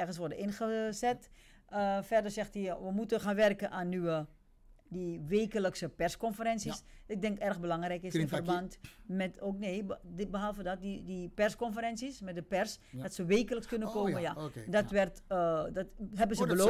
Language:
Dutch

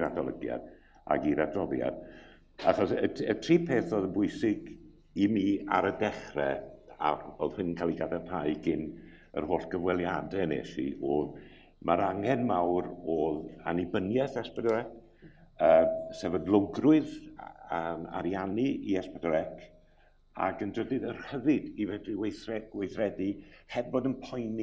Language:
Welsh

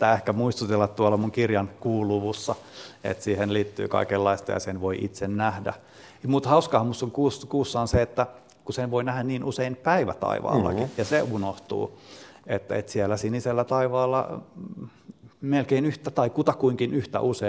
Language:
Finnish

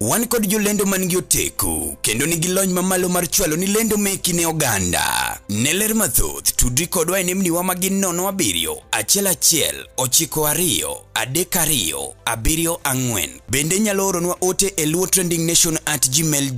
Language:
Luo (Kenya and Tanzania)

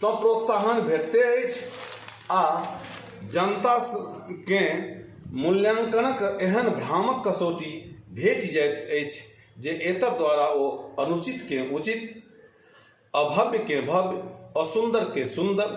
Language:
Maithili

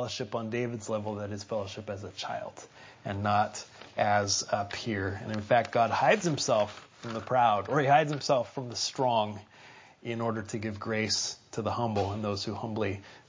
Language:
English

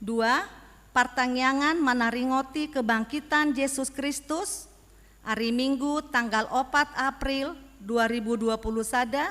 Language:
Batak Toba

